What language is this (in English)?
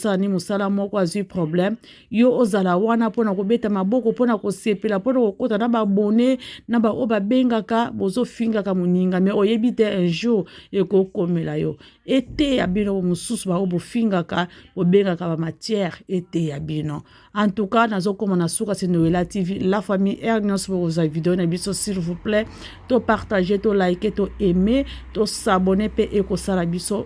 Lingala